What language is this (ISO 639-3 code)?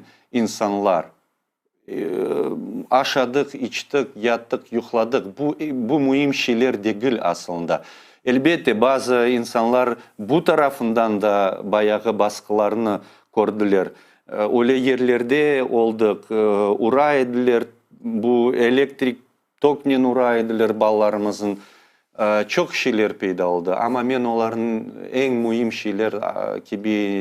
crh